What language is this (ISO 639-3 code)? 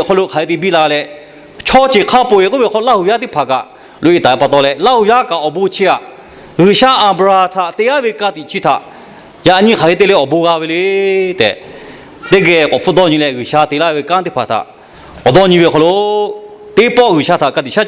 lhu